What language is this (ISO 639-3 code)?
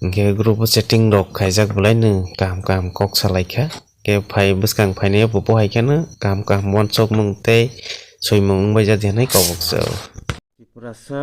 trp